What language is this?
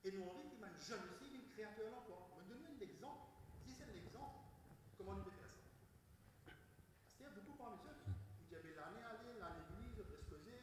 Morisyen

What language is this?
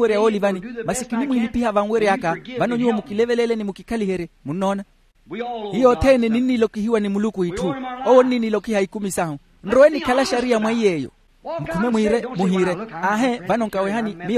Makhuwa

